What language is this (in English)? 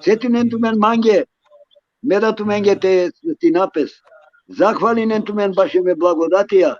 Balkan Romani